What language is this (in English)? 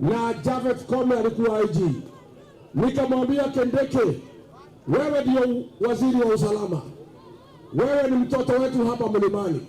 Kamba